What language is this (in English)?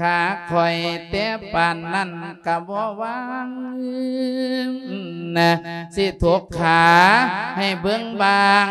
Lao